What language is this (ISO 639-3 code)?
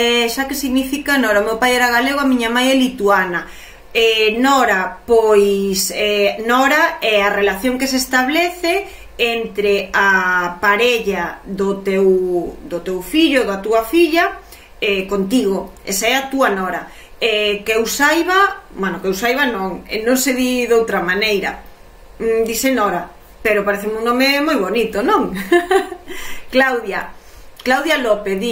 glg